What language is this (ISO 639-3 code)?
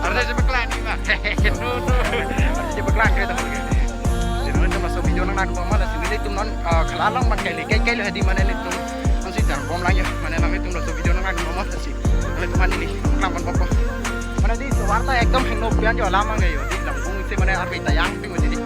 mjw